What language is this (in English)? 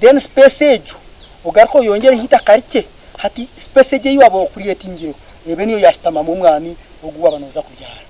Nyankole